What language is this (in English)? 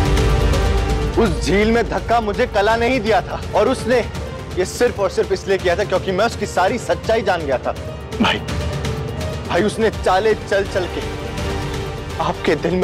Hindi